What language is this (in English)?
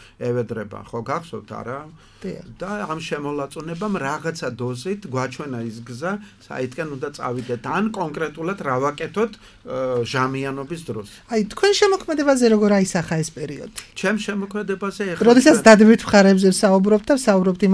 Georgian